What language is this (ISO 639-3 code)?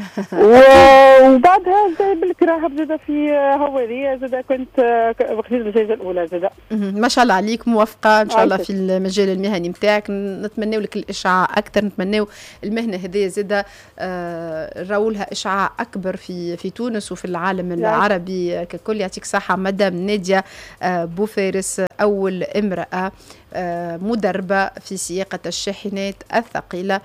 aeb